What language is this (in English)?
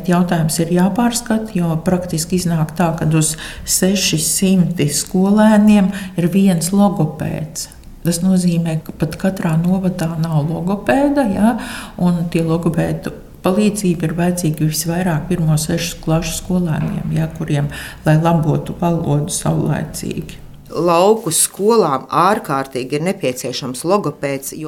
Latvian